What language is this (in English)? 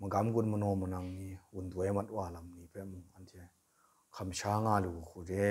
Kachin